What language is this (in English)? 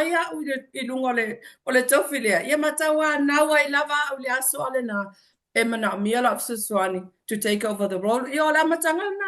Samoan